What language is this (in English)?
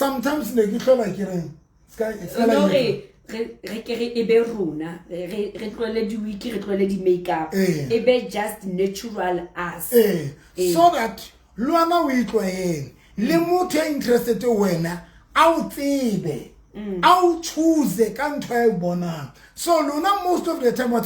Southern Sotho